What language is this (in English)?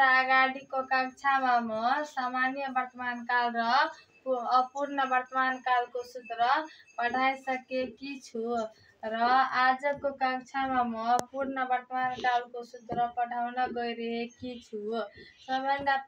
Nepali